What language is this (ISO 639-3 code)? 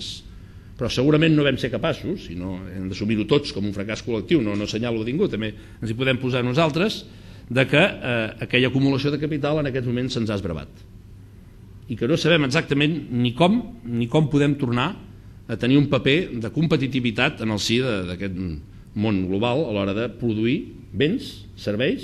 cat